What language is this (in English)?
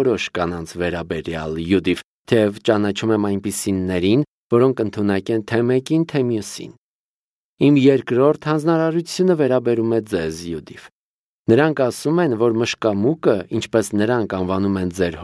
Armenian